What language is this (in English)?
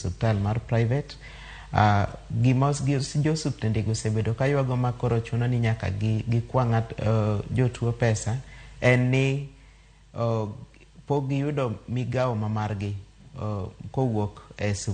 Luo (Kenya and Tanzania)